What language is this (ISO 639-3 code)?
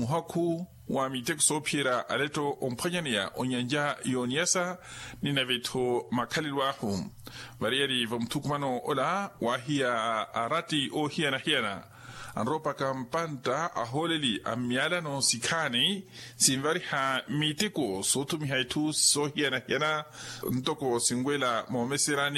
vmw